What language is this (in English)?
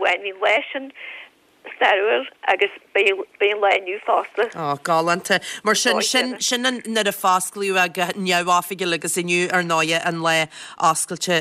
Irish